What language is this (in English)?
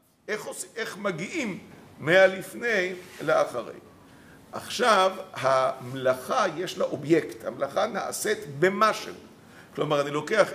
Hebrew